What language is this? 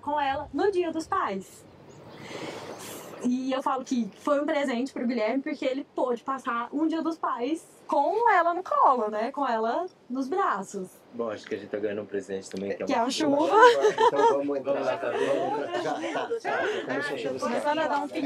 Portuguese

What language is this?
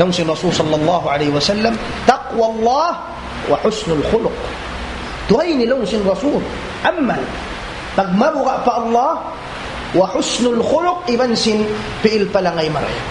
Tausug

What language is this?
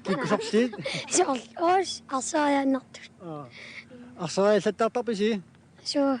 Kalaallisut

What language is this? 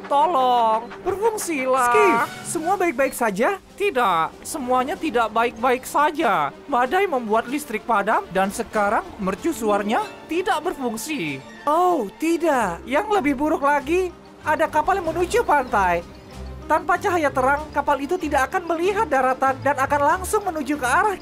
Indonesian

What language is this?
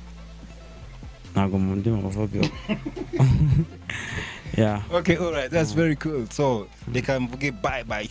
Kinyarwanda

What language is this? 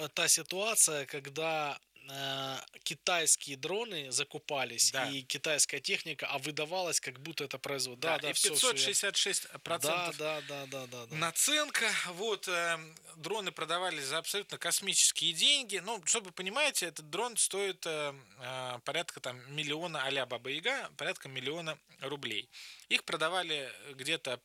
Russian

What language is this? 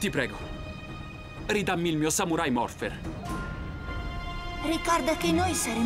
Italian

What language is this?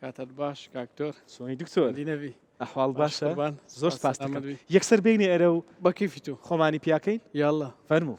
Central Kurdish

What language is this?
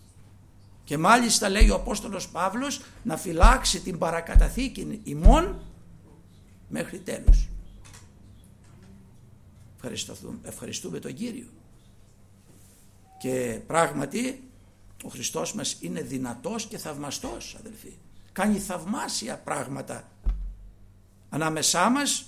Greek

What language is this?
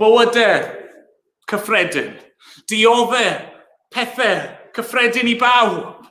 Welsh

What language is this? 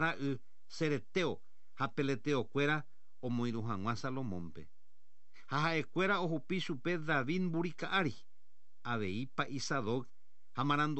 Guarani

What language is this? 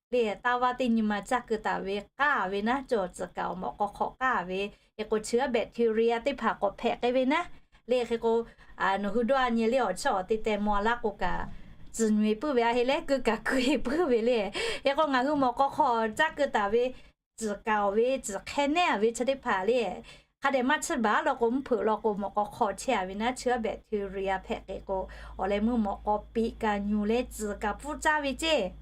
Lahu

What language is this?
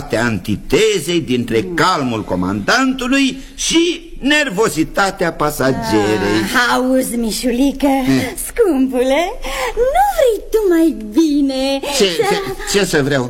Romanian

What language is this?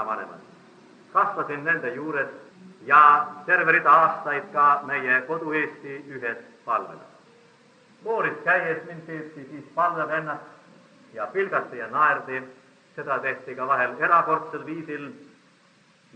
Estonian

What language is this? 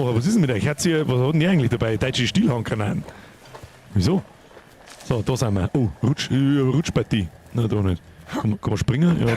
Bavarian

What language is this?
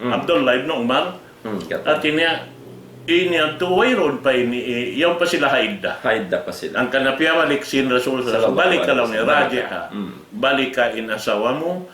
Tausug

